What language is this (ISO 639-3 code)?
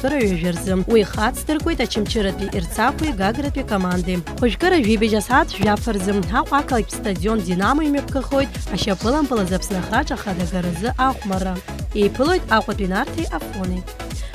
abk